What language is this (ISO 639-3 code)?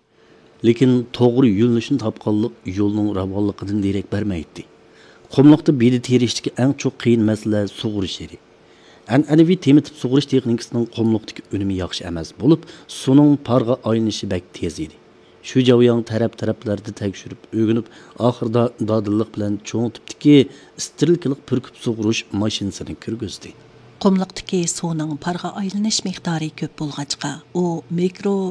uig